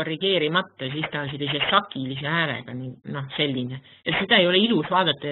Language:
Estonian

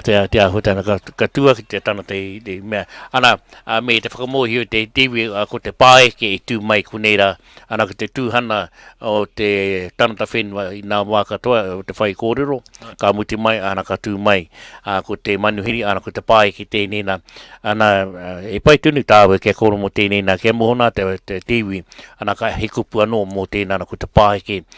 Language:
Māori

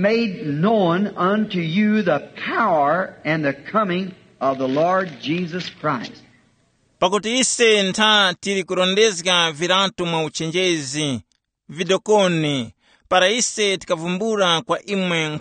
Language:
Tumbuka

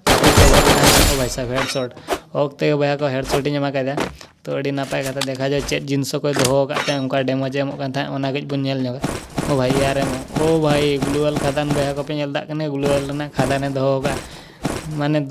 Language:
Santali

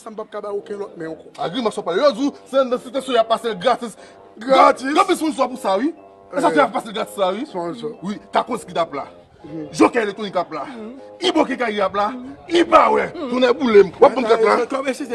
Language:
Haitian Creole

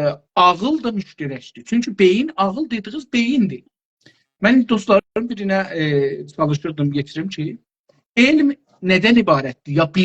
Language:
South Azerbaijani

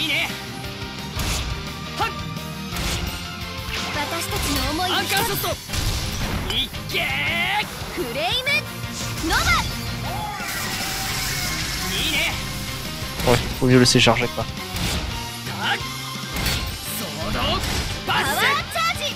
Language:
Japanese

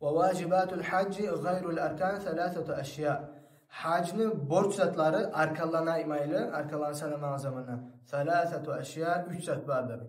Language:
Kumyk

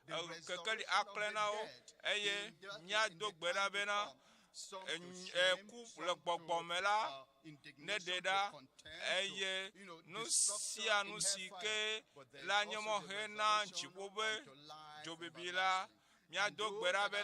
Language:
Ewe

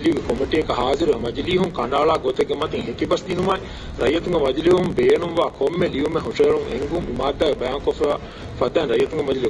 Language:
Divehi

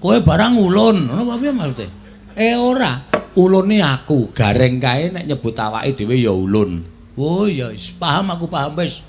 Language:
Javanese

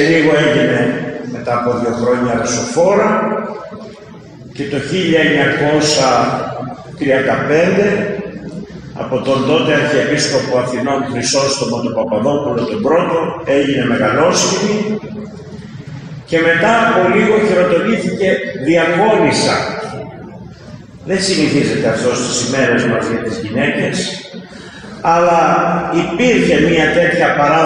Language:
Greek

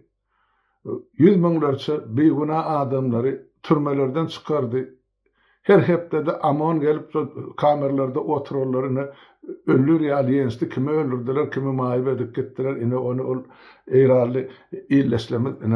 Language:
Turkmen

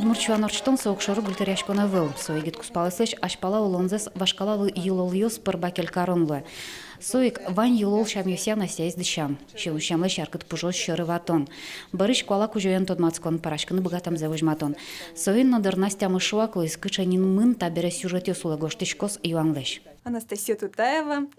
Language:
Udmurt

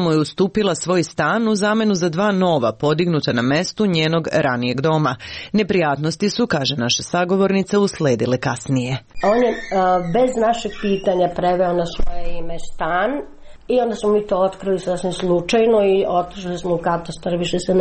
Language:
Serbian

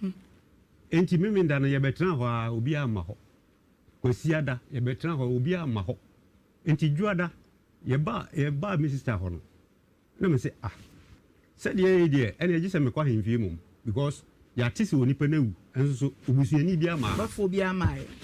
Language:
Akan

